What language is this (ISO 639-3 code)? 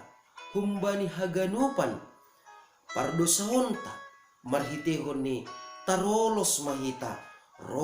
bts